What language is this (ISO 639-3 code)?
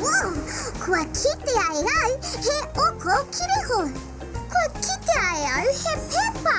mri